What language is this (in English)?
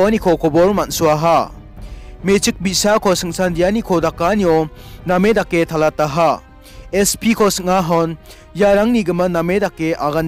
Garo